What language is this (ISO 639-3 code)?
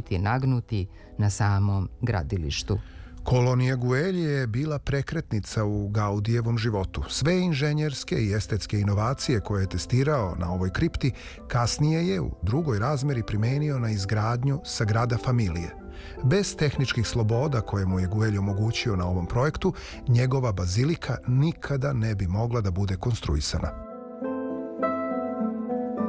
srp